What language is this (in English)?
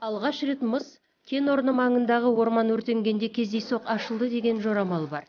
Kazakh